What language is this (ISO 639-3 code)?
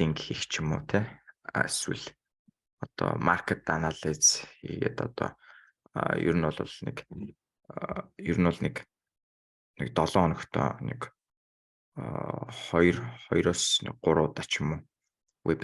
mon